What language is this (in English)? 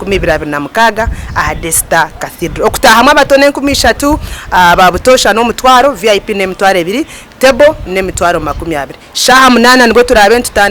Nyankole